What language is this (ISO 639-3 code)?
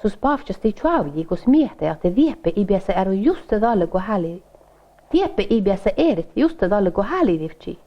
sme